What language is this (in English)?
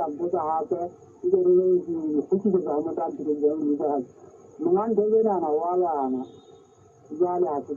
Southern Sotho